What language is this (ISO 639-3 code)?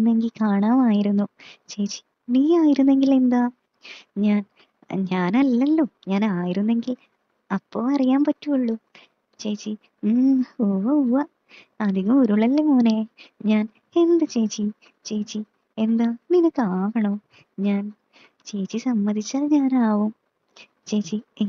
mal